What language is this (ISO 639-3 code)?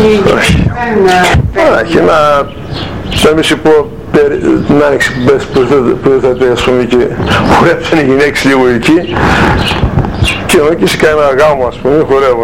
ell